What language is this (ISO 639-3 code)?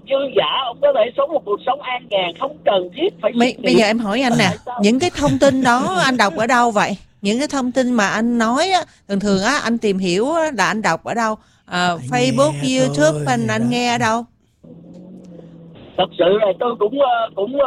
vie